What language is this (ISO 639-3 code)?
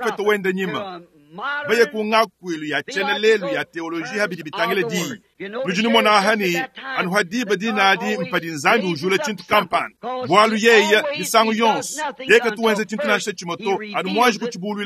lua